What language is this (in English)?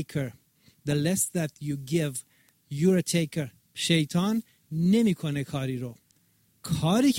Persian